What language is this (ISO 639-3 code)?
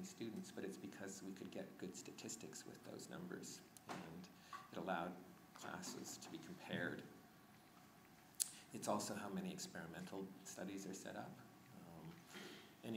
eng